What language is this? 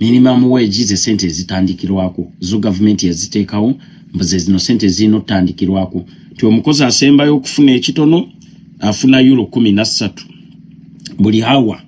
Ganda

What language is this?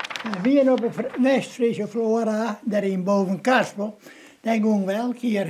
Western Frisian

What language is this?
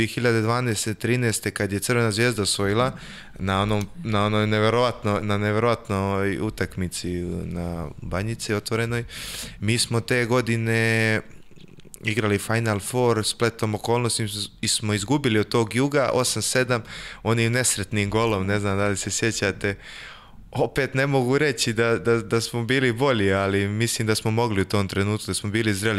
Serbian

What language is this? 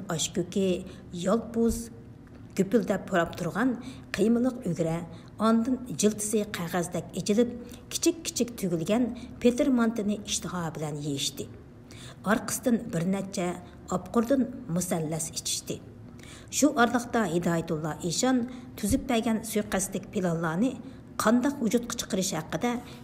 Uyghur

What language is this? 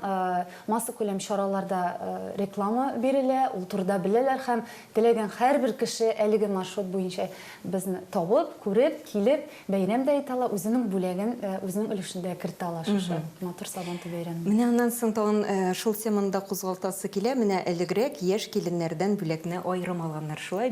Tatar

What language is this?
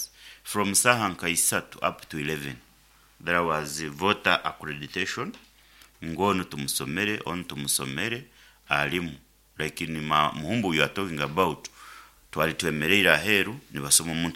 Nyoro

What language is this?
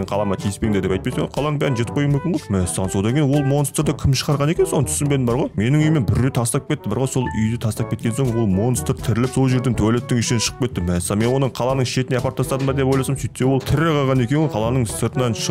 Kazakh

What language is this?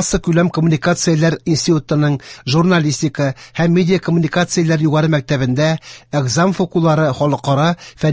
Tatar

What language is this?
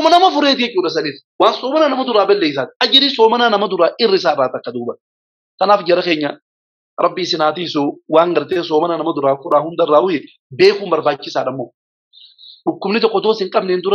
Oromo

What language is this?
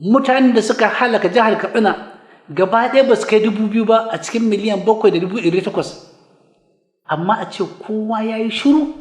Hausa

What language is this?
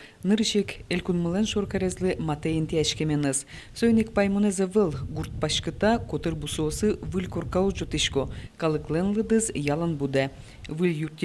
Udmurt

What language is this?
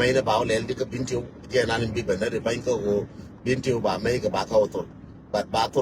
Nuer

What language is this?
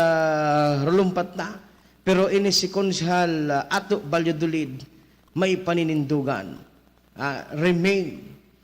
Bikol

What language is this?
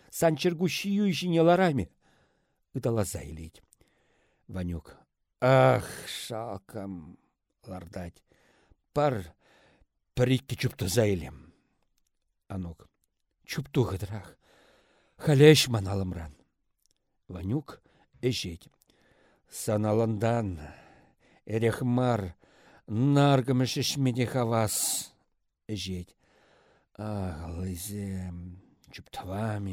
Chuvash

